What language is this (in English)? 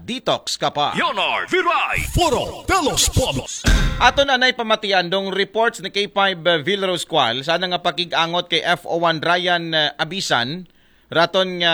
Aklanon